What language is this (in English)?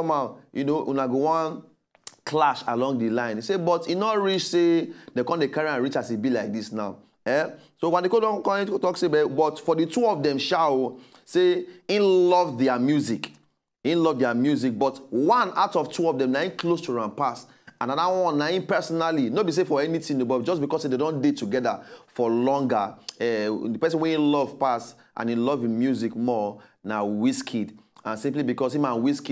Nigerian Pidgin